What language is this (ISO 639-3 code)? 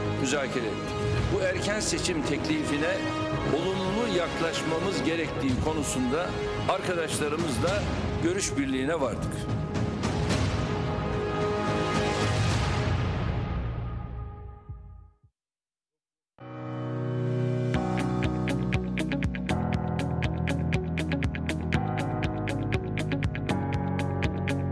tur